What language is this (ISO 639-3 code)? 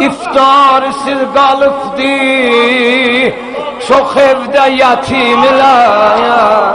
azb